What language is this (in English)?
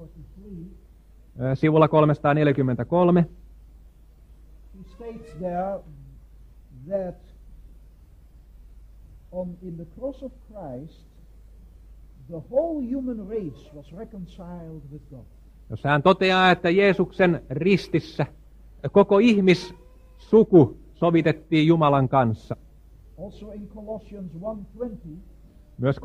Finnish